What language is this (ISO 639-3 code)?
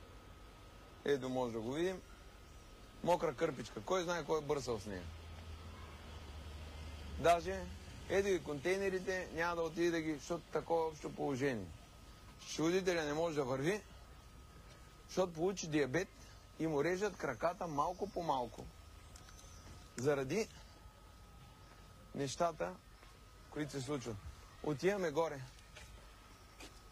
bul